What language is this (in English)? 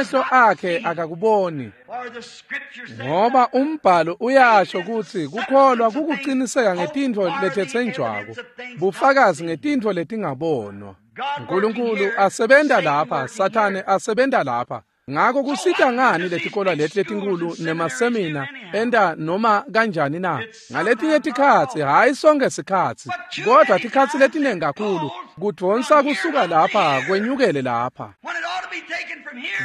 Swati